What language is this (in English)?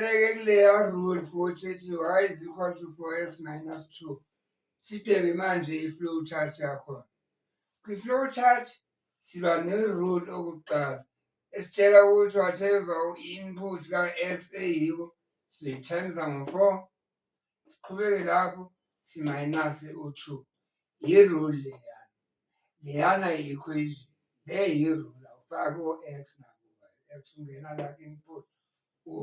Zulu